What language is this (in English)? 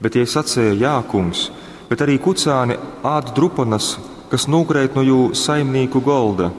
Latgalian